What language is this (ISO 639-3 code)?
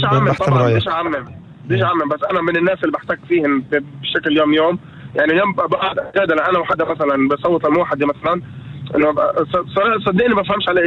apc